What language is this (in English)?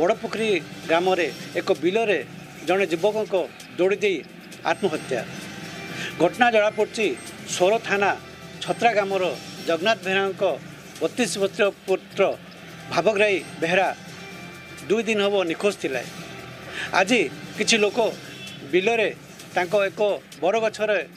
Odia